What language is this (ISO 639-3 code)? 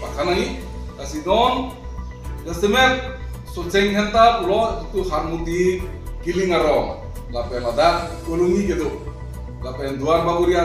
mjw